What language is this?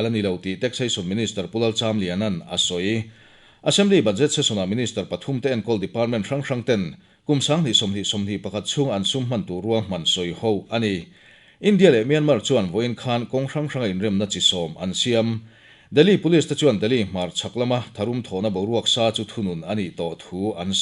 Mizo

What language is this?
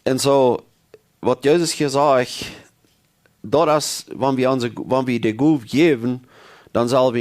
Plautdietsch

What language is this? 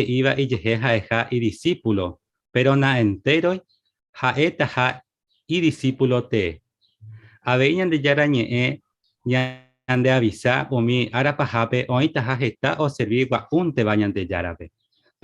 Guarani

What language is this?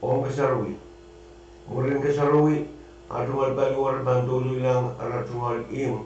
Pohnpeian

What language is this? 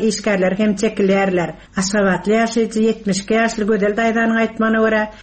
Turkmen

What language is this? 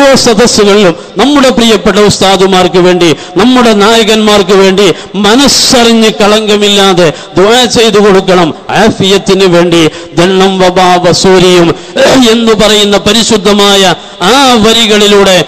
Malayalam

